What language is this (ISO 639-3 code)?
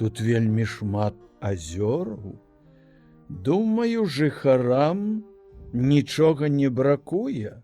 bel